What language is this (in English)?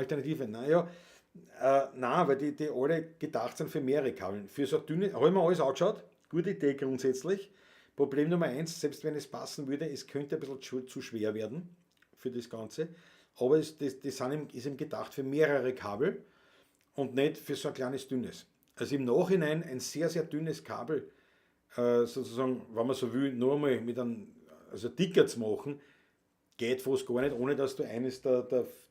Bavarian